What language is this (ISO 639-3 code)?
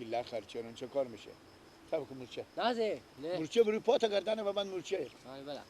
fas